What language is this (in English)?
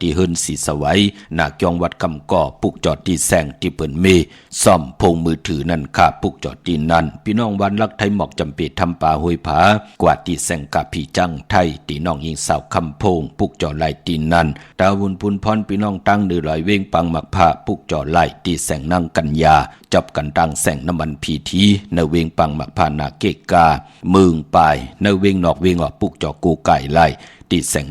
Shan